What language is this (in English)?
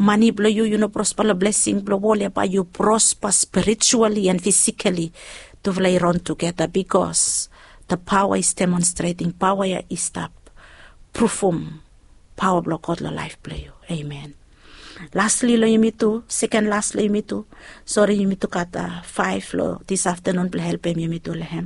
Bislama